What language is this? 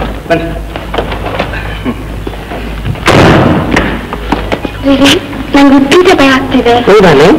Kannada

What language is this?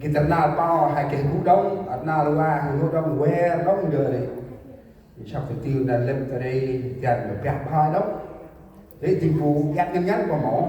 Central Mnong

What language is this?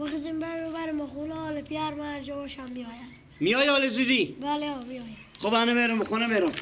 Persian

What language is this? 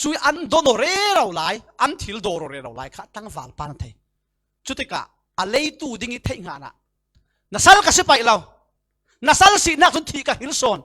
Falam Chin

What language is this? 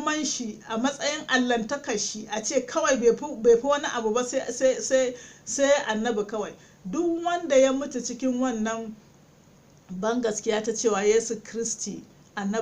Hausa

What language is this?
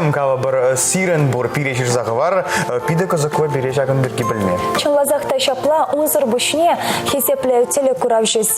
Chuvash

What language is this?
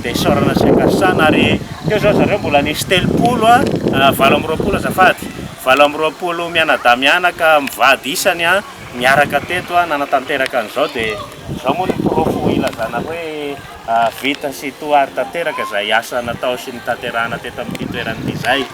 Malagasy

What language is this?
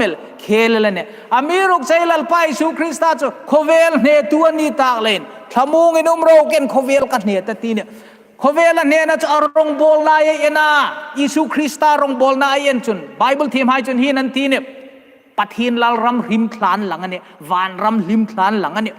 Hmar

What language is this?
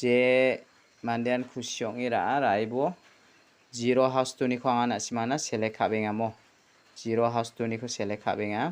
Garo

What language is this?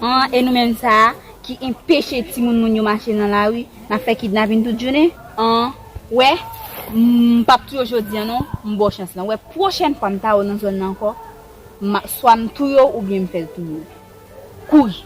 Haitian Creole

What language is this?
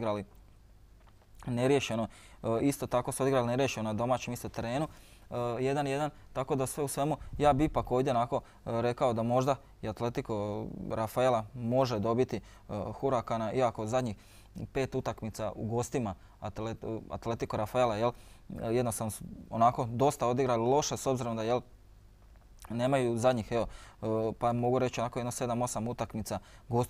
Croatian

